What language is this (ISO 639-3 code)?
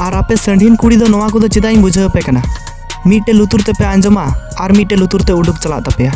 sat